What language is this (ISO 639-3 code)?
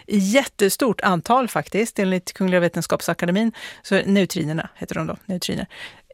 swe